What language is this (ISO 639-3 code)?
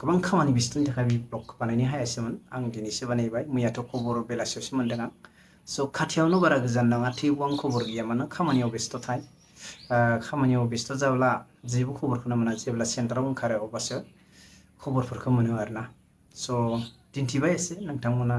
brx